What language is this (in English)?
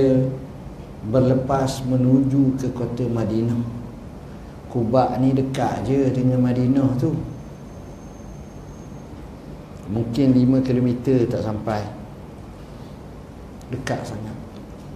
Malay